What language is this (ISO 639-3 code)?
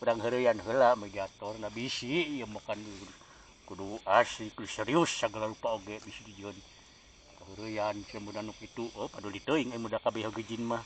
sun